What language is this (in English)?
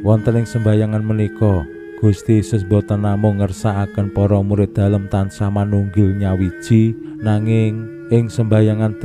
Javanese